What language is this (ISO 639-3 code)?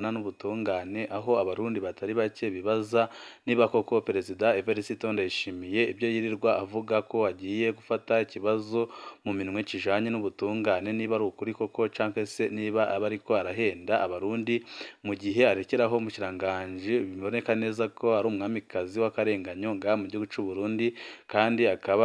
run